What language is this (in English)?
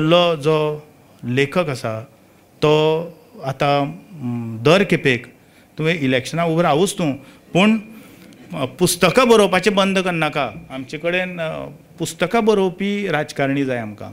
Konkani